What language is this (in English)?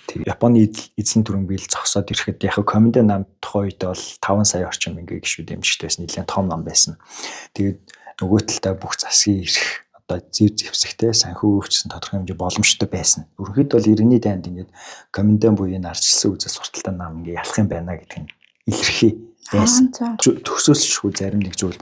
Mongolian